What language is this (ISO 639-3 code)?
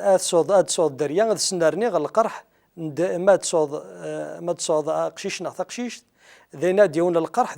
kab